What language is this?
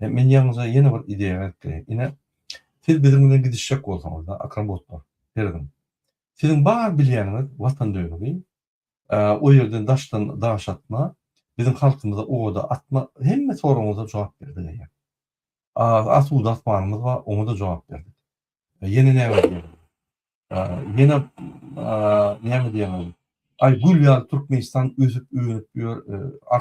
Turkmen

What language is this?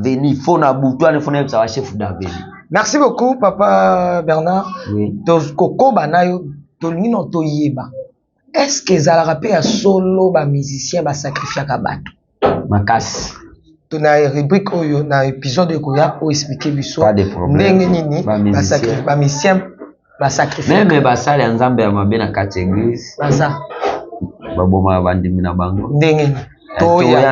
Lingala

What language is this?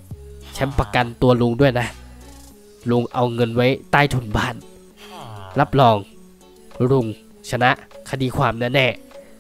Thai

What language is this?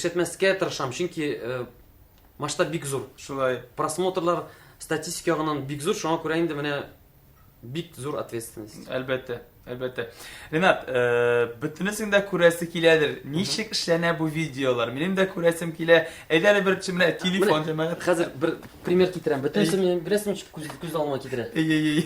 Tatar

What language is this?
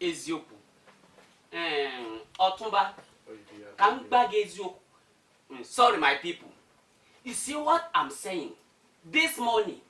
Yoruba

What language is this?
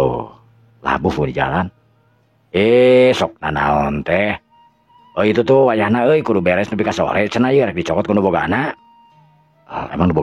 Sundanese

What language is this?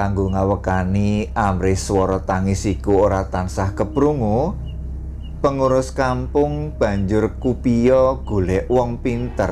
Javanese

